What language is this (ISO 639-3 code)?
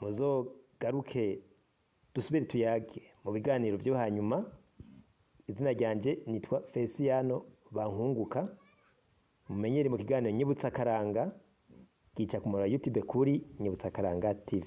run